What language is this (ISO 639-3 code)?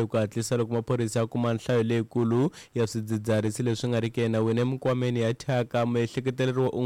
tso